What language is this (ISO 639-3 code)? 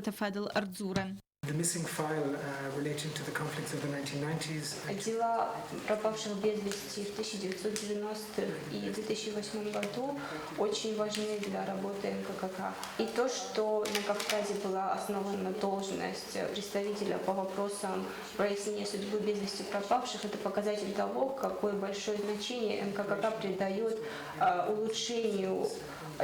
oss